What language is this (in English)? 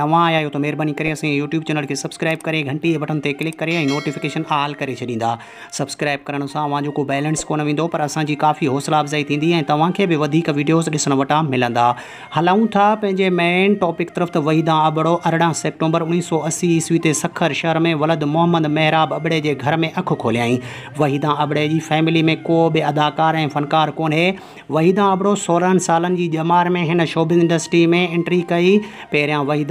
Sindhi